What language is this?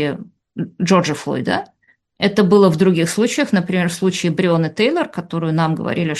Russian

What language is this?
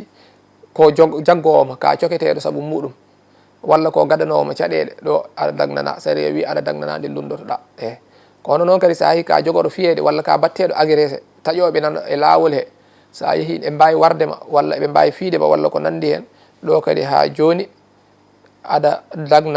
Fula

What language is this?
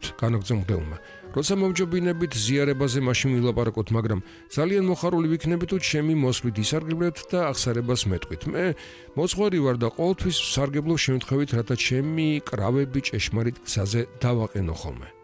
Georgian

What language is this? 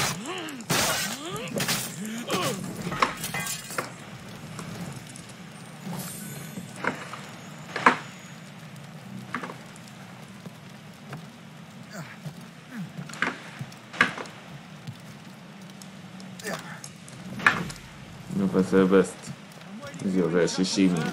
Hungarian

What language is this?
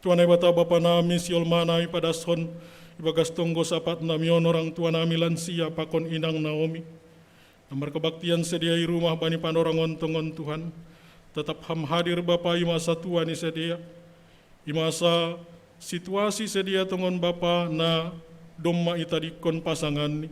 Batak Simalungun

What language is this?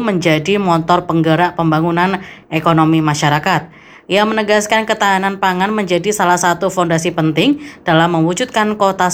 Indonesian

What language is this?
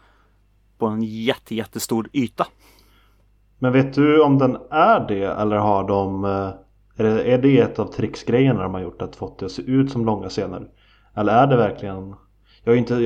Swedish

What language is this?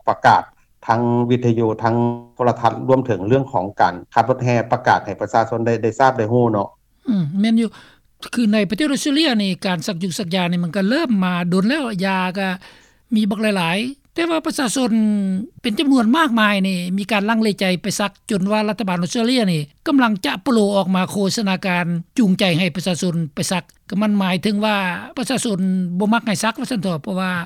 Lao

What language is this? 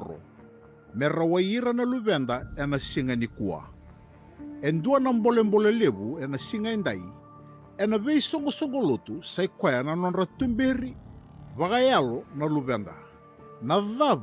Fijian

